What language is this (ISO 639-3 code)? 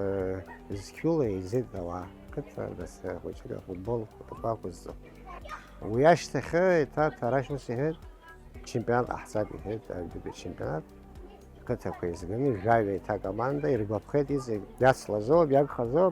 abk